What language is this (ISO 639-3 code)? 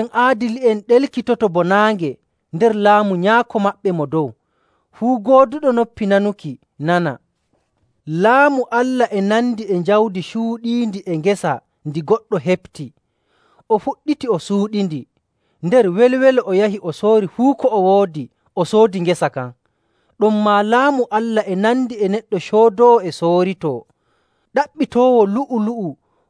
fuv